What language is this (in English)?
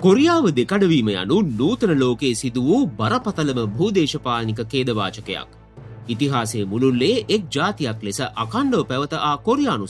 Sinhala